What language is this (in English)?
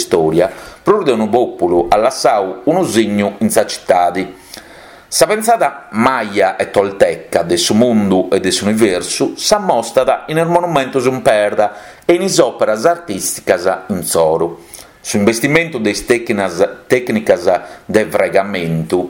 Sardinian